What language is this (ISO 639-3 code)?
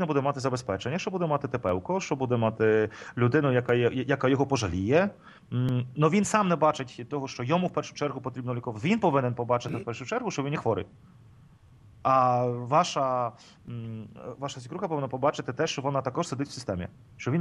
ukr